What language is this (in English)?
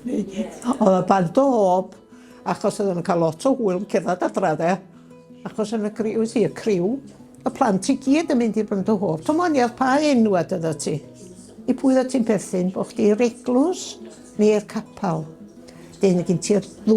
Welsh